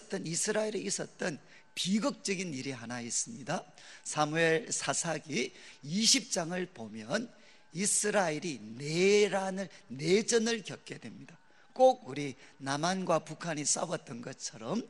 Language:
Korean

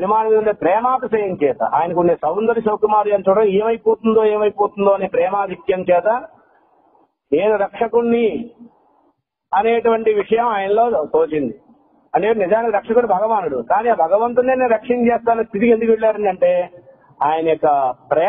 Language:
Telugu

